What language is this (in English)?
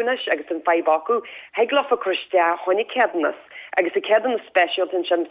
Irish